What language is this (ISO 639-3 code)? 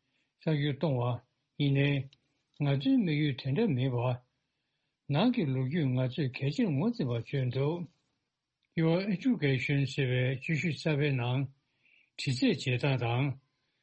bod